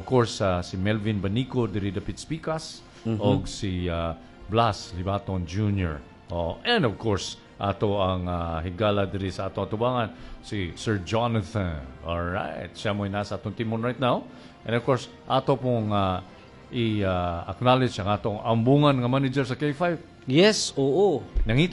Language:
Cebuano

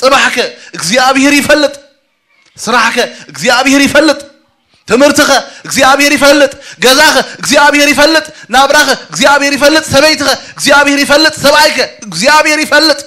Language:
Tigrinya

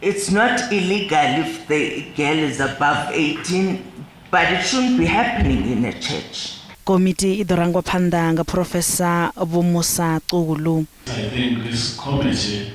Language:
Venda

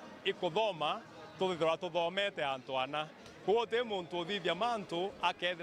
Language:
Meru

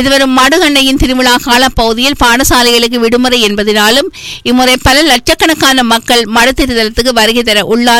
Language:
Tamil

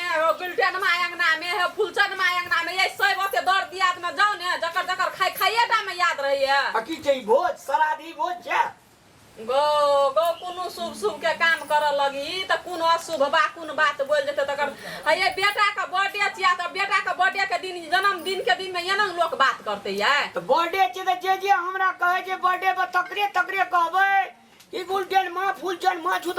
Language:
Maithili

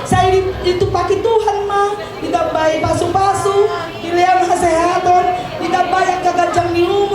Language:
Batak Toba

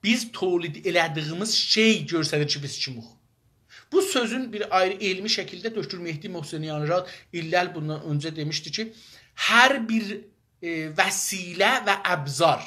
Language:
South Azerbaijani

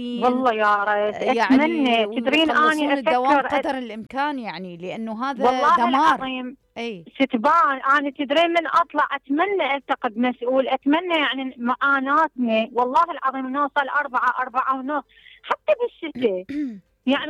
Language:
Mesopotamian Arabic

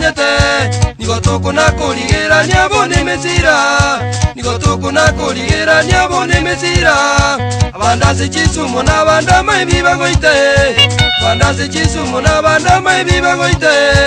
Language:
Gusii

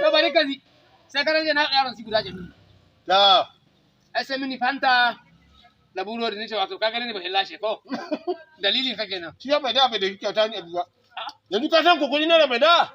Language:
Hausa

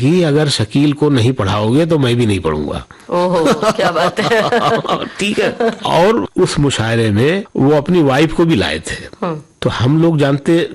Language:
Hindi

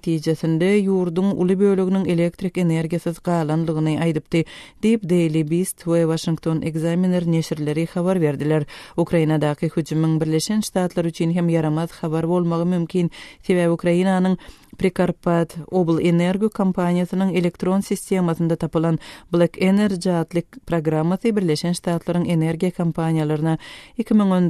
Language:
Turkmen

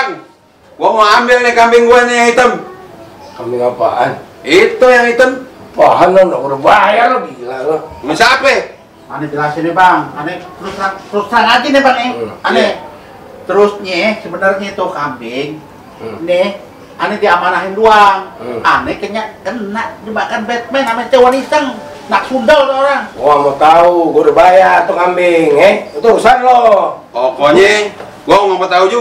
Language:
Betawi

